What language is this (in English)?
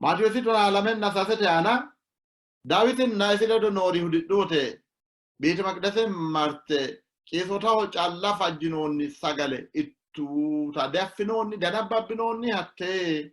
Sidamo